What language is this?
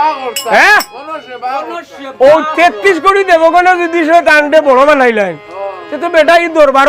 Sylheti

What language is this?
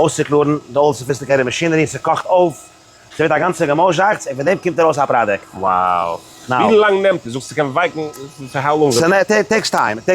Yiddish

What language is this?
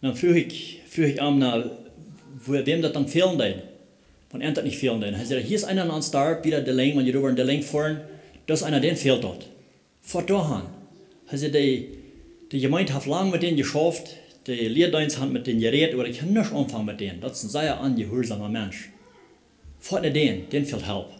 Plautdietsch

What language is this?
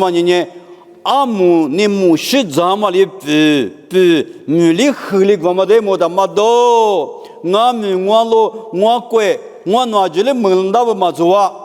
Lisu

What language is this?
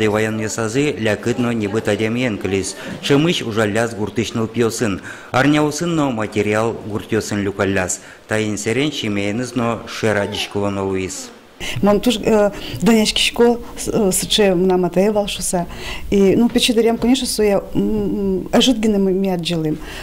Udmurt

